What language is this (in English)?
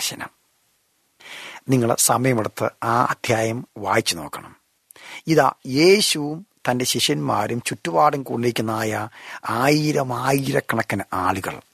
Malayalam